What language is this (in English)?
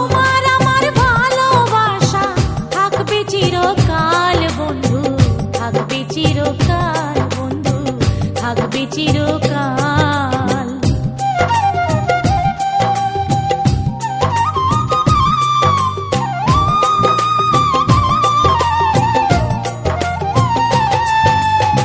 Bangla